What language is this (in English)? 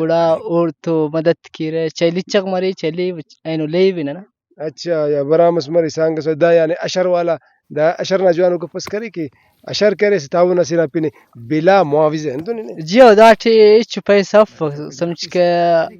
Brahui